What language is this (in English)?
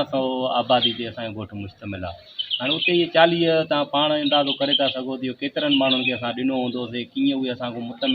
Sindhi